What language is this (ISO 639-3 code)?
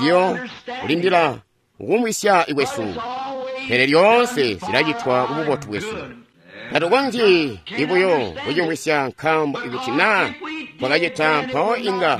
toi